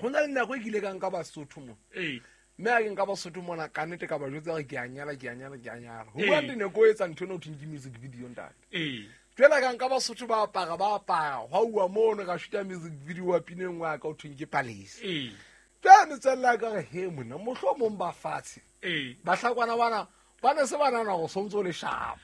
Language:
Southern Sotho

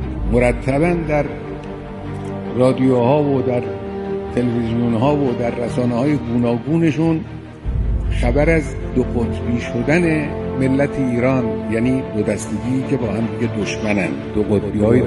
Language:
Persian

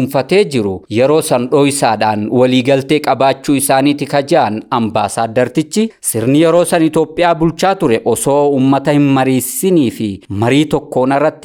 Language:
Oromo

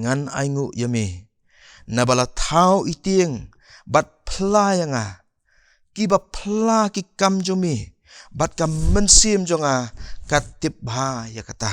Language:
Khasi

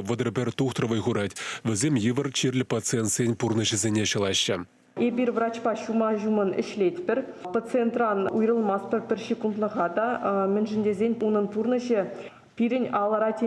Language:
Chuvash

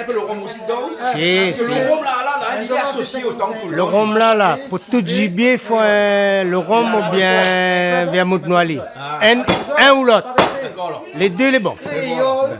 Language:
Réunion Creole French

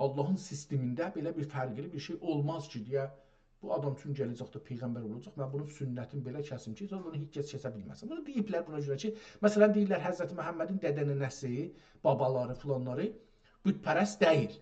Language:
South Azerbaijani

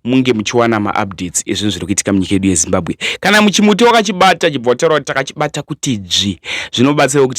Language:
Shona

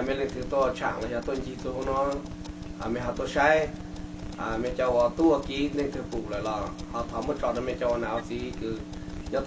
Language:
Hmong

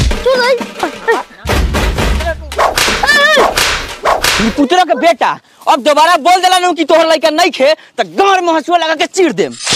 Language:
Bhojpuri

